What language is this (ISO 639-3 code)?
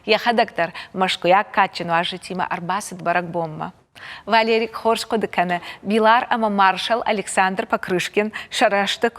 oss